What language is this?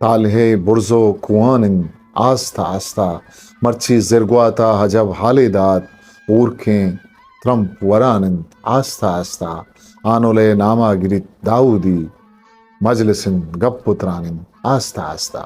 Eastern Balochi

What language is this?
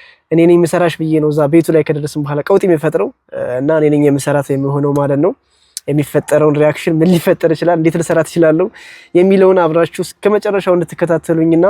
Amharic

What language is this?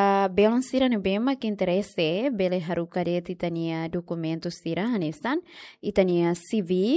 Tetum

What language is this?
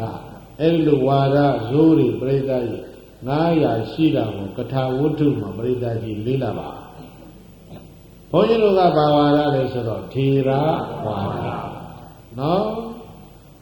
Burmese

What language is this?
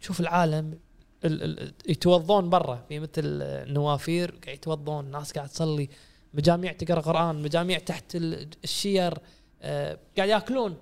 Gulf Arabic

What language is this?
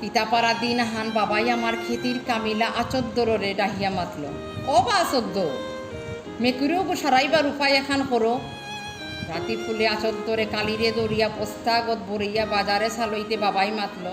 Bishnupriya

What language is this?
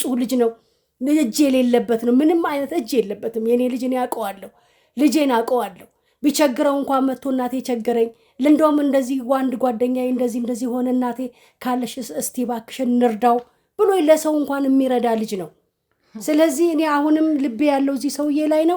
Amharic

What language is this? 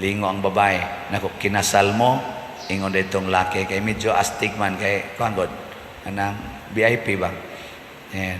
Cebuano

